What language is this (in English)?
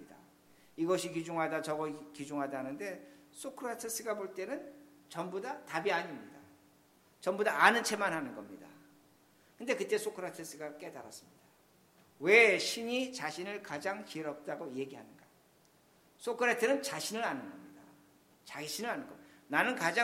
Korean